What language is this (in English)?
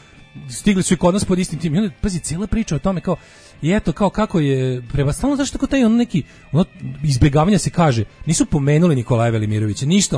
Serbian